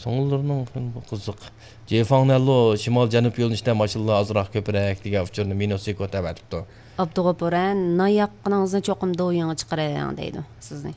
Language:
Uyghur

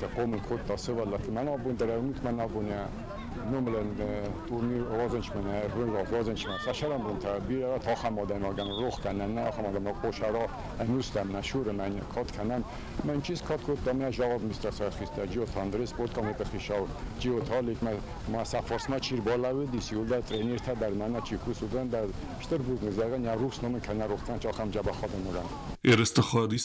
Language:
Ossetic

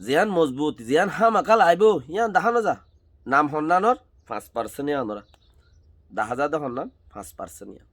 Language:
Rohingya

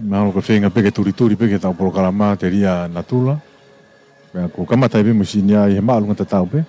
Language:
Tongan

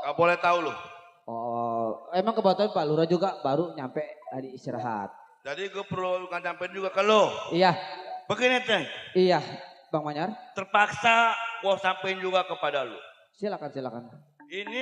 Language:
Betawi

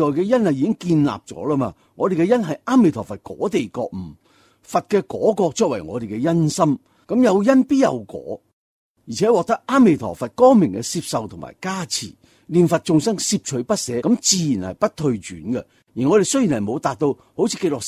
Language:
Cantonese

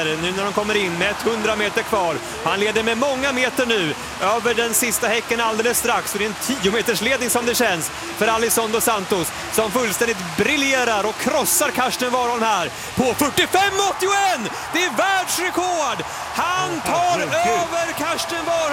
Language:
Swedish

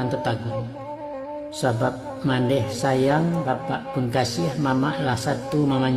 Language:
Minangkabau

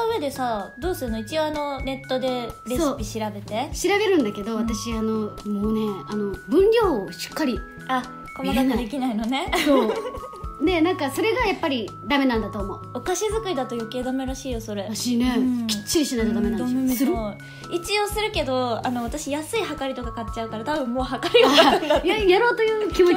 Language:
Japanese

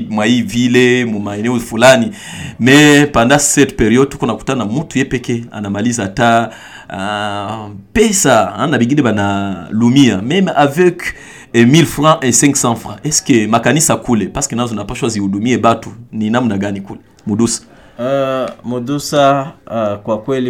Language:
Swahili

